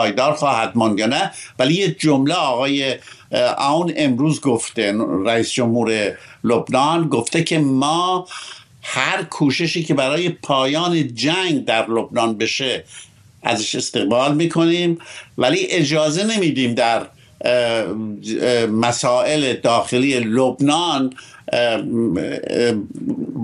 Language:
Persian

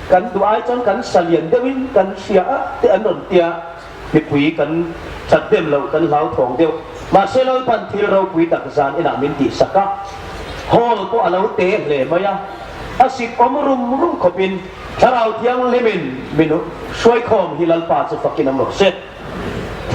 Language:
Hmar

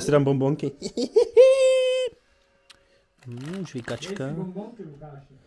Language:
Czech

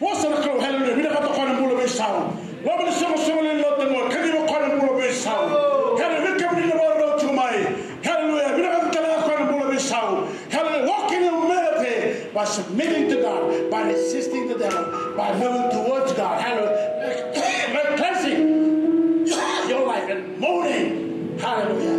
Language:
Fijian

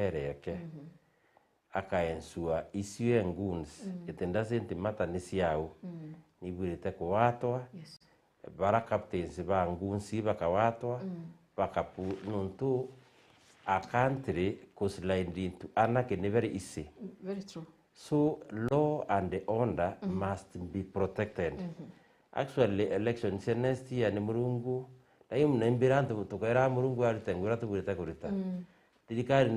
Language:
Meru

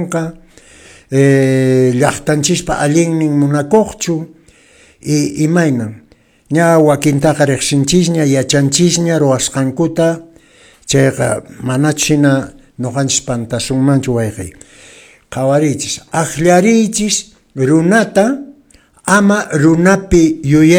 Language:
Quechua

